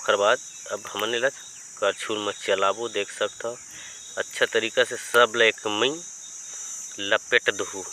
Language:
Chhattisgarhi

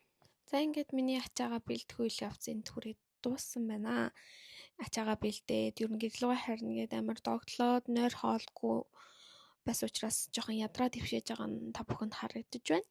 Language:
Mongolian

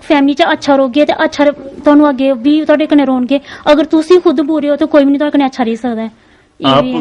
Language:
Dogri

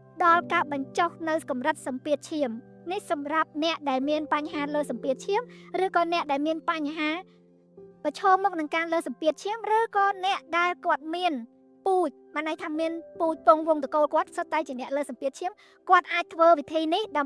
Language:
Khmer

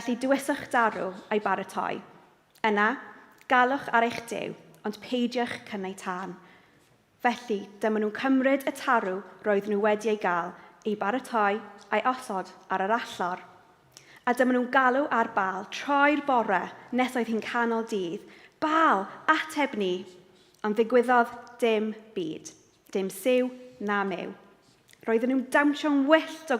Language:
Welsh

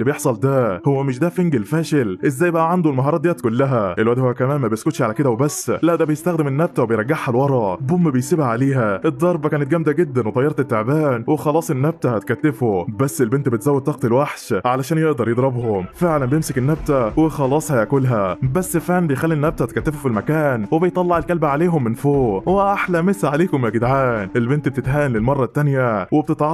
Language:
Egyptian Arabic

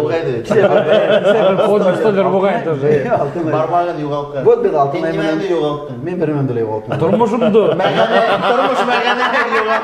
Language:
Bashkir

